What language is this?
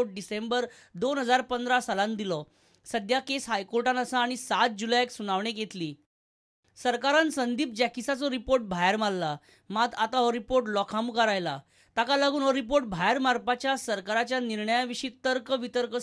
Konkani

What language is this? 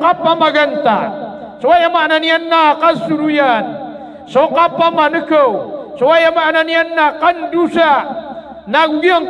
Maranao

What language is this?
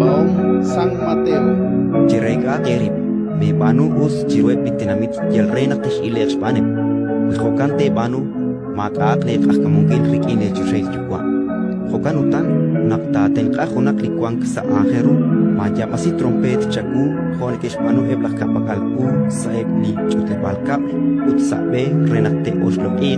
Kekchí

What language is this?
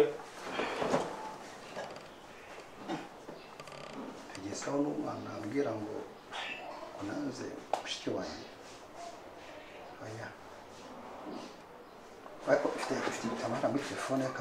Kinyarwanda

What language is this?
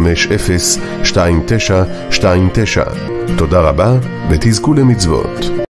Hebrew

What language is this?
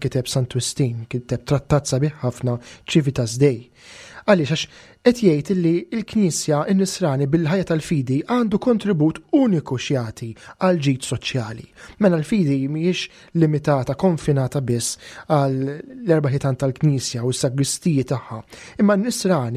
Maltese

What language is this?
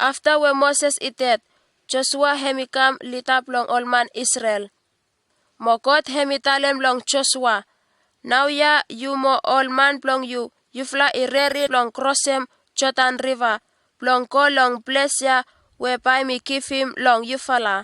Bislama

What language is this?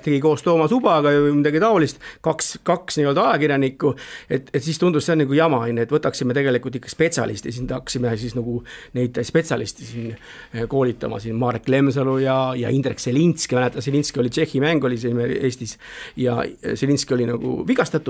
Estonian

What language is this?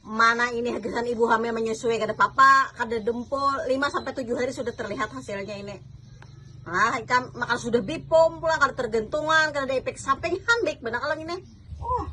Banjar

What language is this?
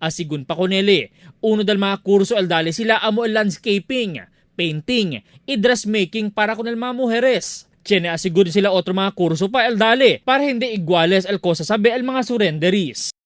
Chavacano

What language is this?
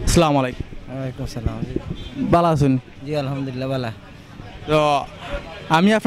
Sylheti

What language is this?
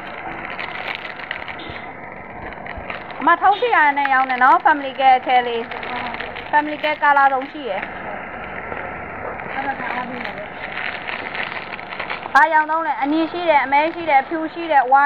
Burmese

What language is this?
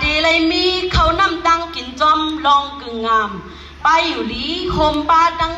Shan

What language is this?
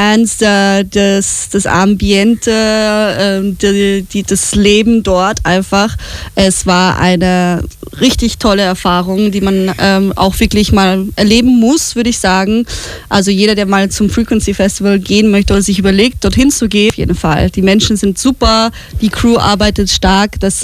German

